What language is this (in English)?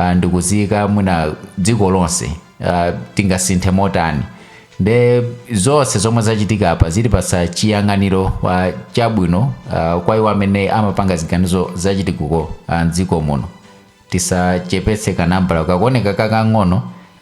Nyanja